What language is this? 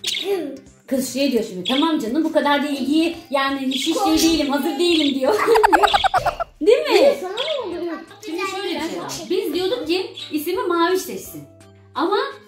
Turkish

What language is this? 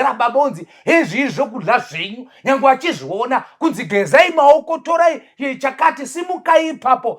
Shona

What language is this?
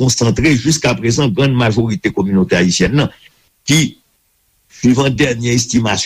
Haitian Creole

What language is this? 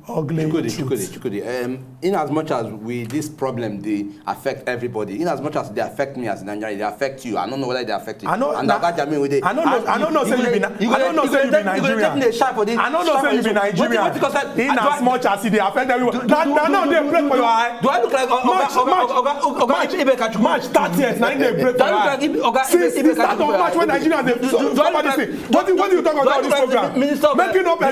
Nigerian Pidgin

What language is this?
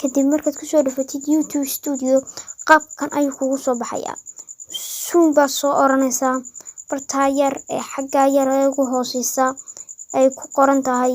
Somali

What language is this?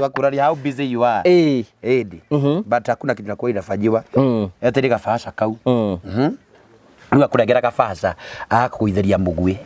Kikuyu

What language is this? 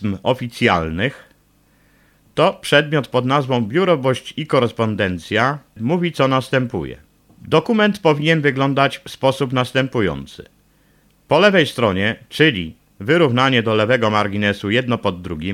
Polish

